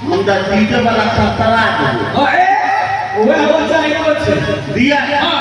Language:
Maithili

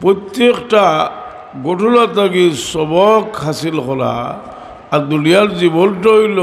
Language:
Sylheti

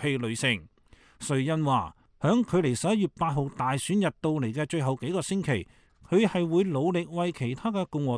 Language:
Cantonese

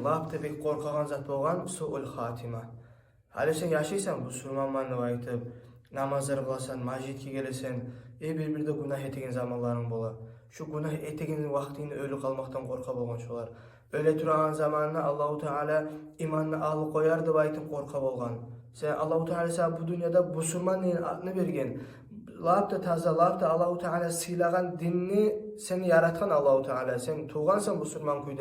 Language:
Kumyk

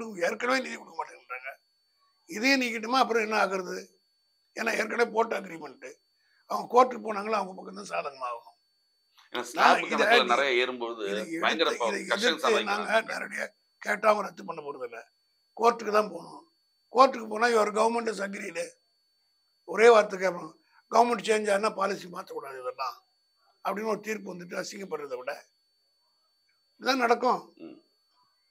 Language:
Tamil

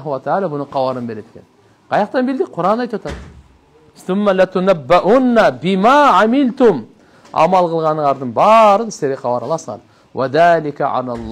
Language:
Kyrgyz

